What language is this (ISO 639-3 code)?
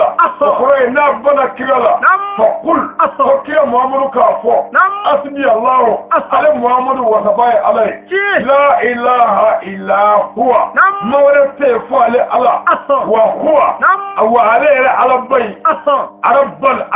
bam